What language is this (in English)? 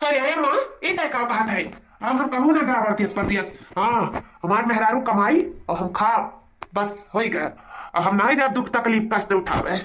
Awadhi